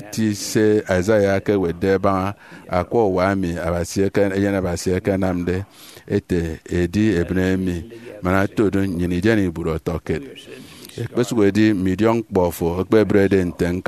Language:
Efik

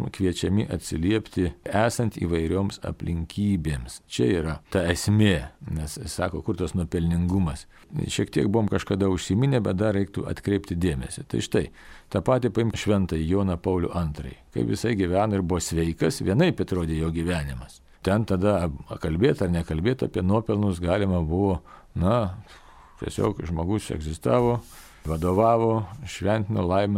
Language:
Lithuanian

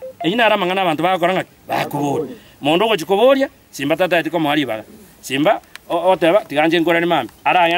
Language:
Gusii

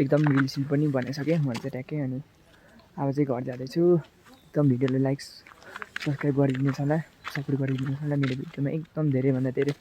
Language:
Nepali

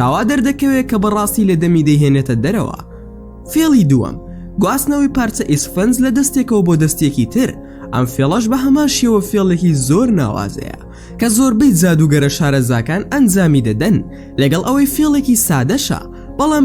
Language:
Central Kurdish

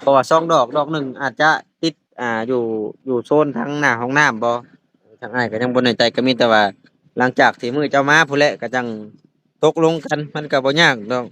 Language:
Lao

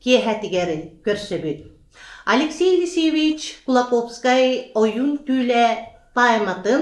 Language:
Yakut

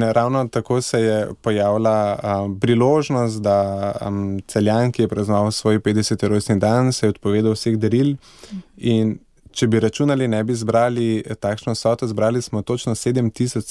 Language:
Slovenian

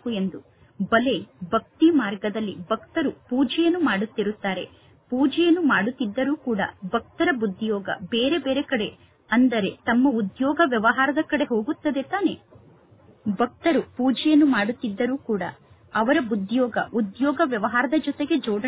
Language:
Kannada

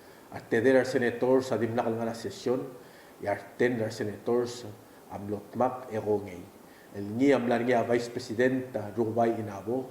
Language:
Palauan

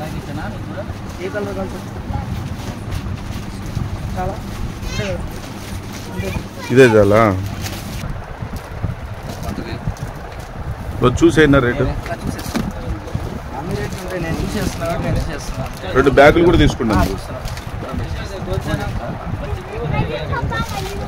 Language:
Telugu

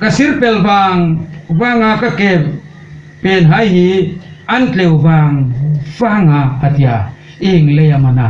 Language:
Hmar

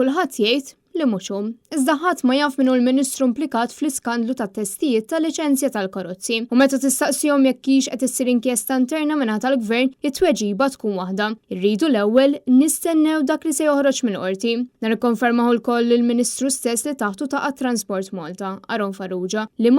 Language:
Maltese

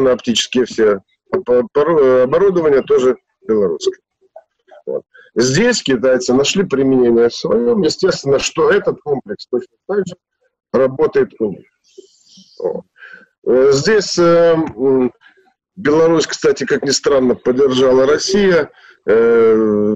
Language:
Russian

